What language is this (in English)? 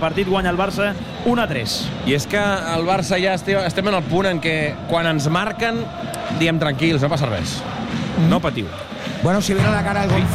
Catalan